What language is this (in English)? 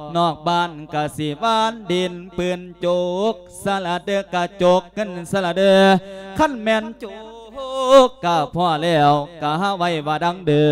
Lao